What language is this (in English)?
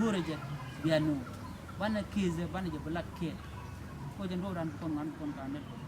Nuer